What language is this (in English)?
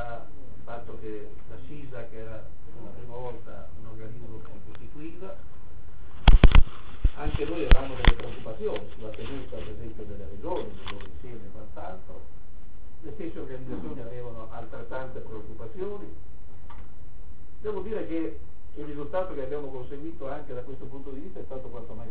Italian